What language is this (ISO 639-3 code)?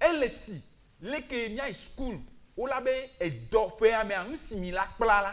ewe